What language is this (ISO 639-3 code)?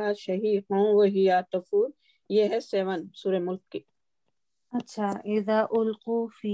urd